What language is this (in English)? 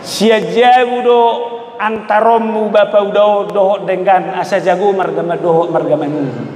Batak Toba